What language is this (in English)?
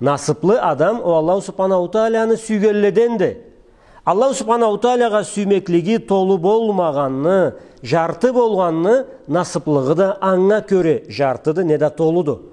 Karachay-Balkar